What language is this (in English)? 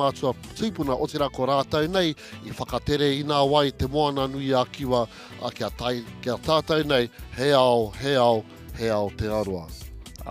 Māori